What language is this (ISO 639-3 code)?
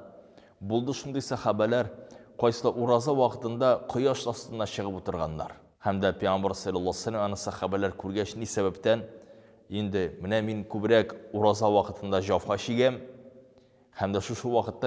tat